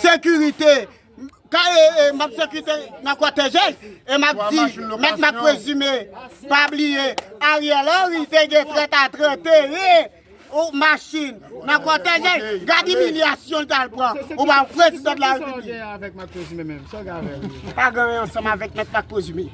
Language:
Haitian Creole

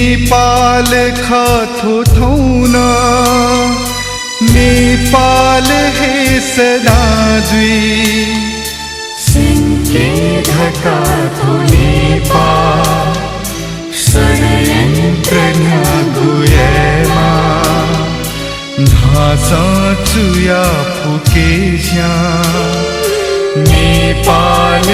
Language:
Newari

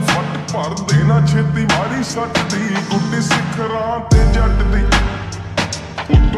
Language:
Punjabi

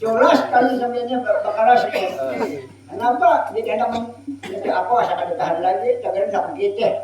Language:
Banjar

